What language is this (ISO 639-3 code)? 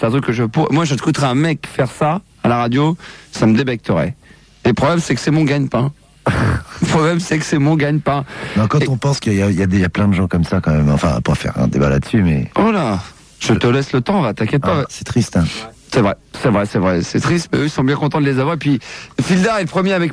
fra